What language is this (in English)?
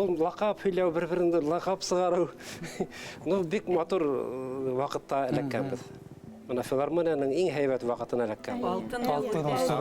Bashkir